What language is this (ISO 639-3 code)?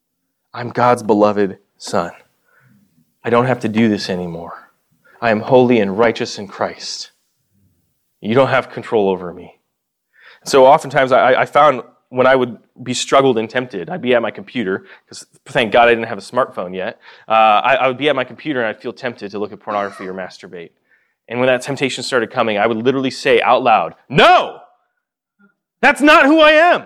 eng